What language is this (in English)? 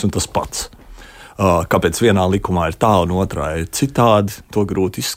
Latvian